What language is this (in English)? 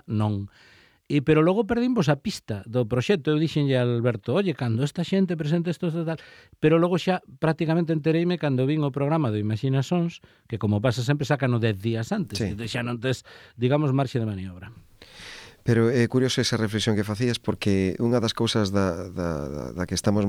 Galician